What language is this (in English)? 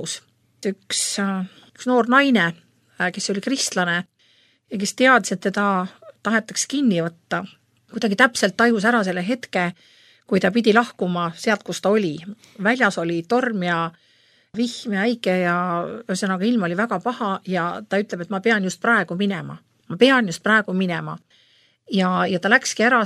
Estonian